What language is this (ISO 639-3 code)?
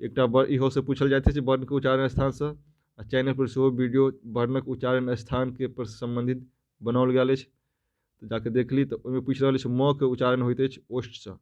mai